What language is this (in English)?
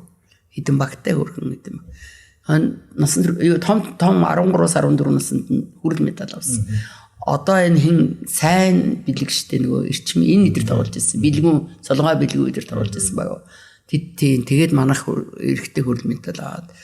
Mongolian